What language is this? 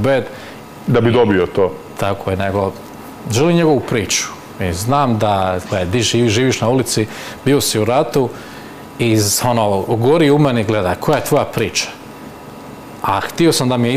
Croatian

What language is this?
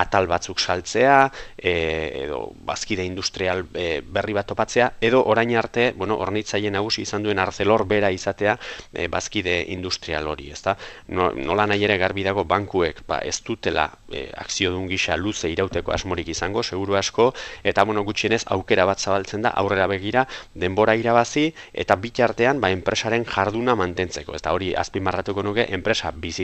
Basque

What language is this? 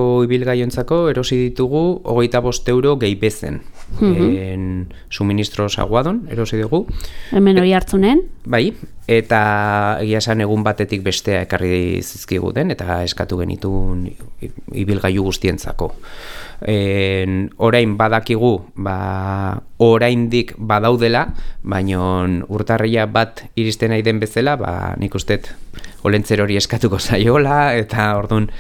Basque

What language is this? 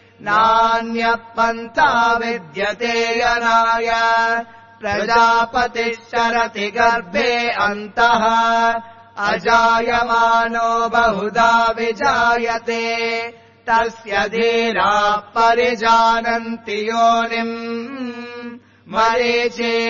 Sanskrit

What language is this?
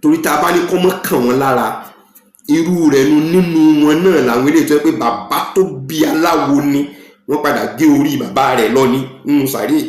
Yoruba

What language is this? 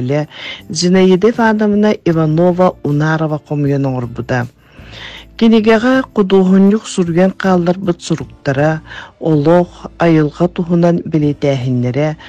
Yakut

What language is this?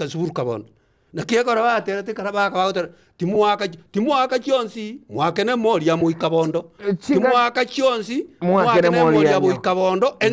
Gusii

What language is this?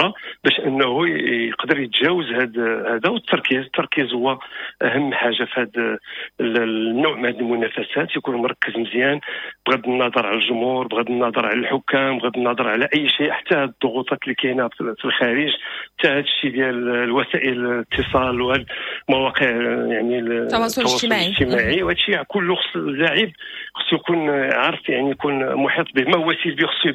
Moroccan Arabic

